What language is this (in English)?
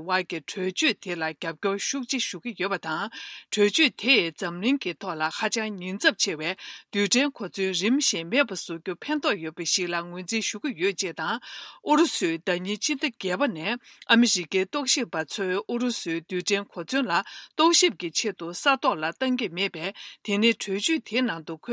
Tibetan